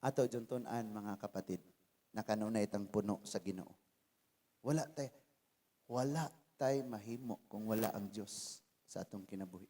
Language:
Cebuano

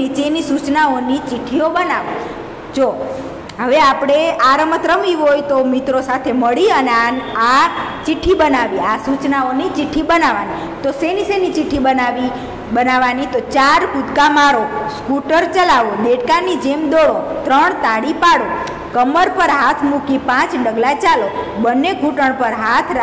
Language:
Gujarati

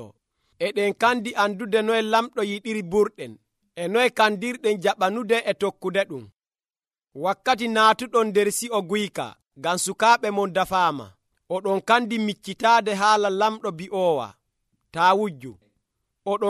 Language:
Nigerian Fulfulde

